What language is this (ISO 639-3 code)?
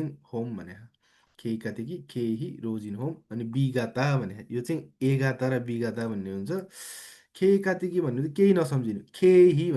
nep